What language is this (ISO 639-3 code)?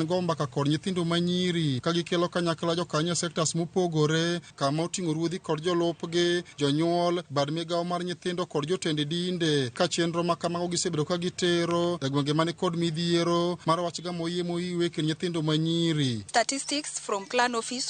luo